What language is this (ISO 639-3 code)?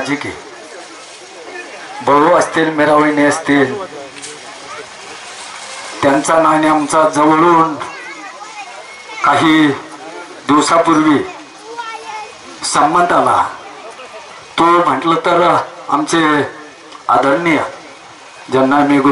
mar